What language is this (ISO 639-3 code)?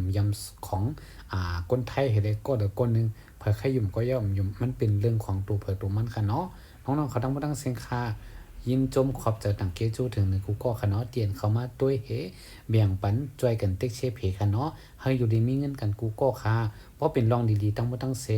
shn